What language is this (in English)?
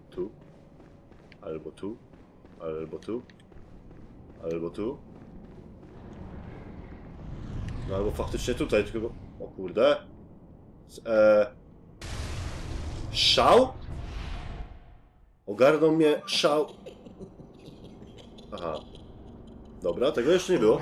Polish